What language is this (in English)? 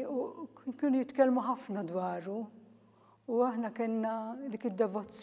Maltese